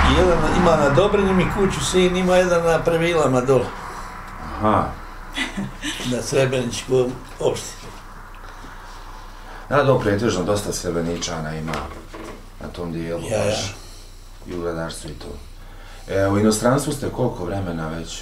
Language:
Bosnian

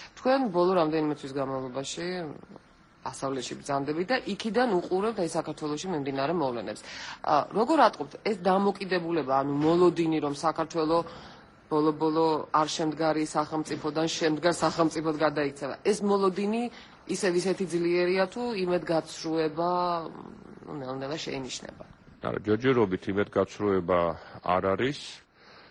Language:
Georgian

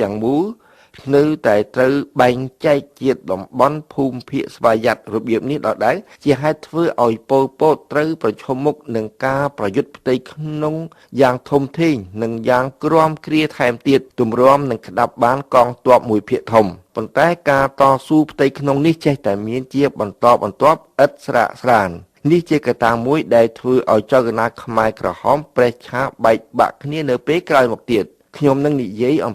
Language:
Khmer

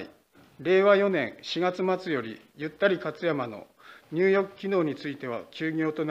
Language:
Japanese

